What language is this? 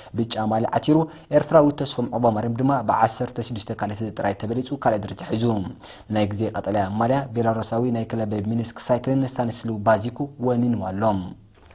Tigrinya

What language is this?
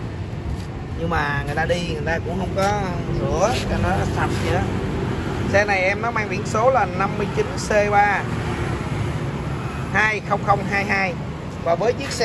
Vietnamese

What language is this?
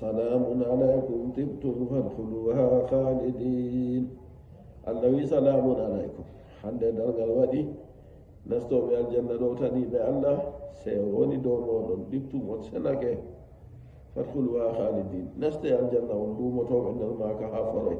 Nigerian Fulfulde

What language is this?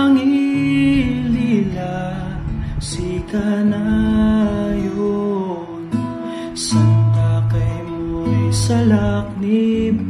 Kankanaey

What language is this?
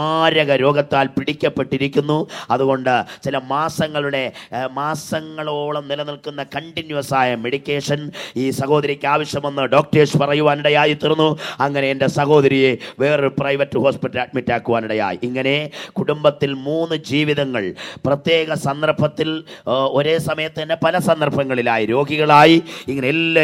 Malayalam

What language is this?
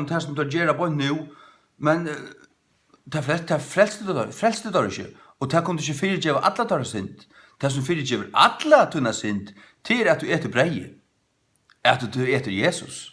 Faroese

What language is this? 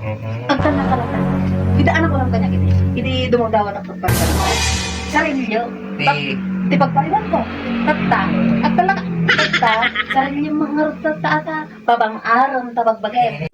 Iloko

